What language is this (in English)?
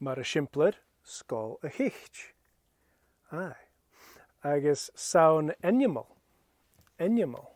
Scottish Gaelic